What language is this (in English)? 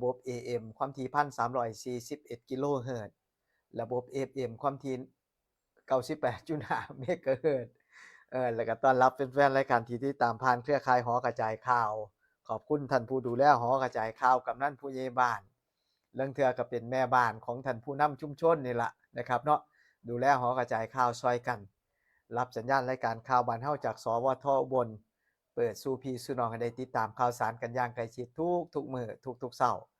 Northeastern Thai